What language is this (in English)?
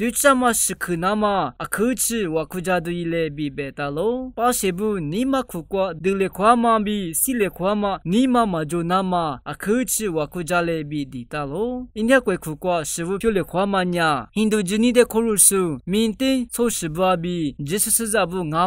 Lisu